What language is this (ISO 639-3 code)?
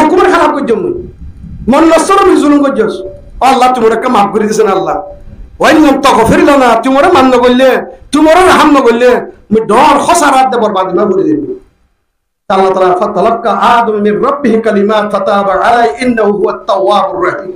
rhg